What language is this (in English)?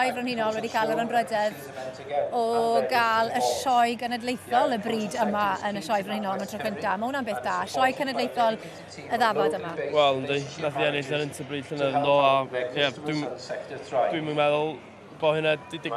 Welsh